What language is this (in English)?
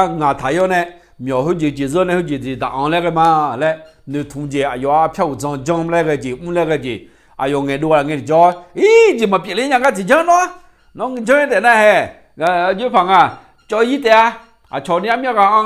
Akha